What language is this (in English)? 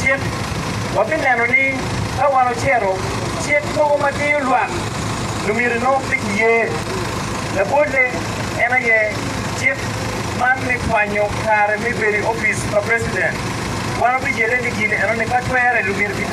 Acoli